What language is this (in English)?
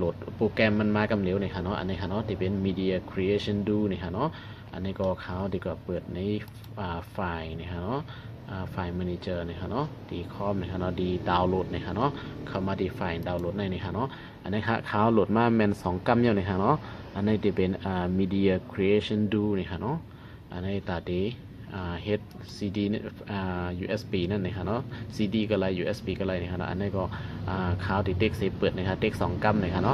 Shan